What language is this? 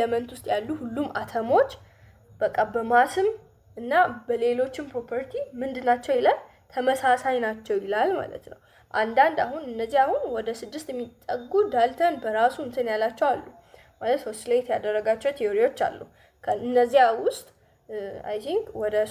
Amharic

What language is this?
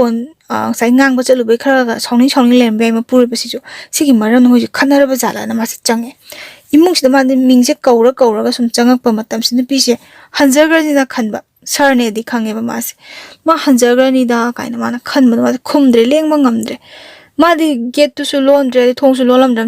Manipuri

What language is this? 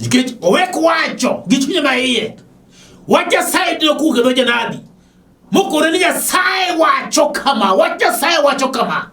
Luo (Kenya and Tanzania)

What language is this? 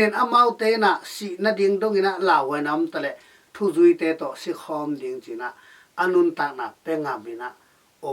Tedim Chin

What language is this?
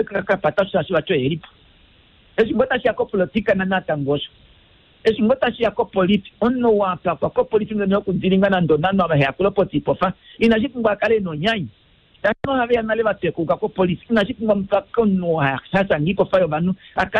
Kuanyama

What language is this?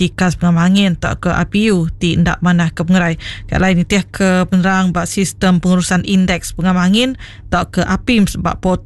Iban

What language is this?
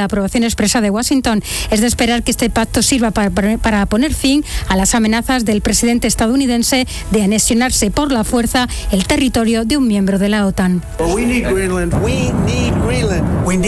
Spanish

